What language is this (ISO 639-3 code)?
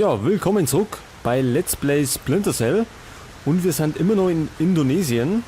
bar